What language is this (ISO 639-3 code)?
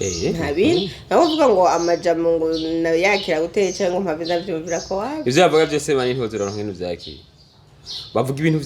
run